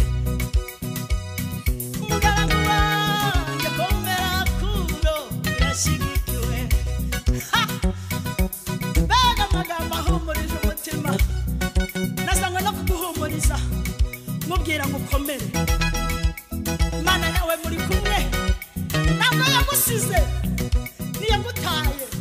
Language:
Kinyarwanda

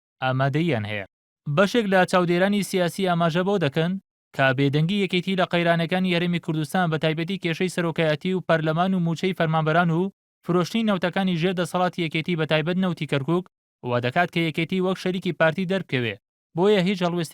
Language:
Central Kurdish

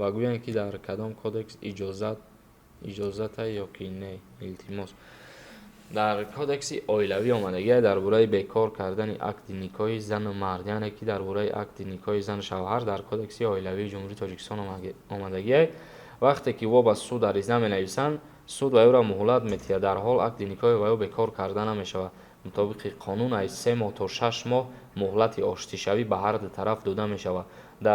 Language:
Tajik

